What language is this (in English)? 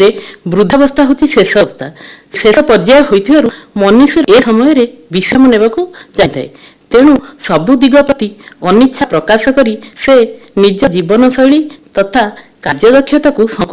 Odia